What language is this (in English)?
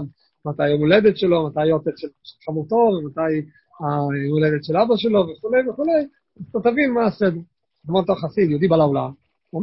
Hebrew